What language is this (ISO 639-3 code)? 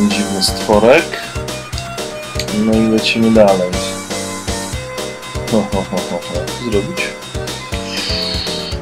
pol